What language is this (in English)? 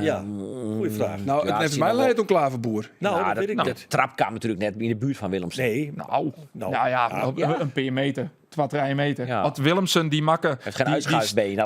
Western Frisian